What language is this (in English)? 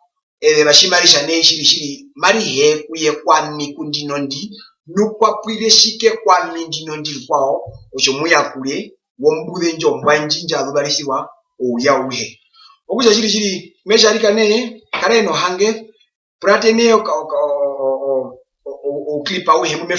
Herero